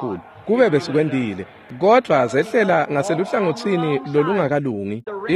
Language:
Swati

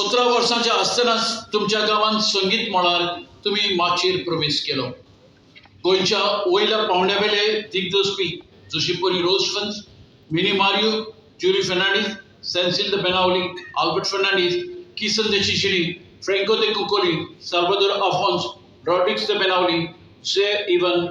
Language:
Konkani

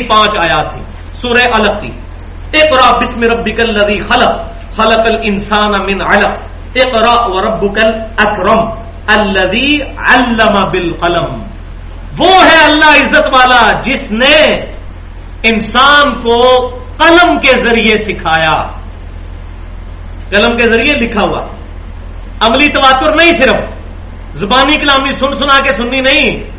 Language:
Urdu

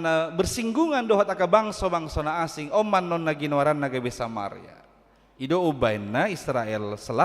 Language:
Batak Toba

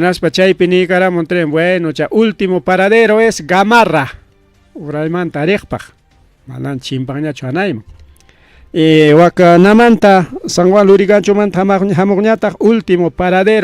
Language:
Ayacucho Quechua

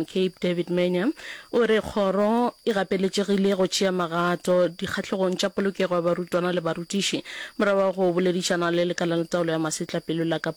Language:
Northern Sotho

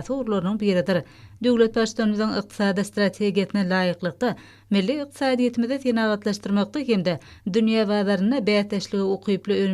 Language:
Turkmen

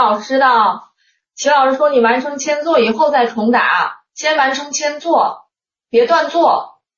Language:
Chinese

